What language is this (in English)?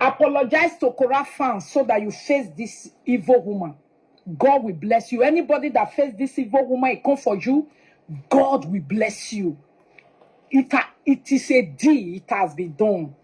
Nigerian Pidgin